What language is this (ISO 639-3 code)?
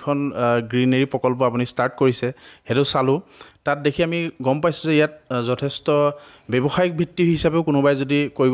asm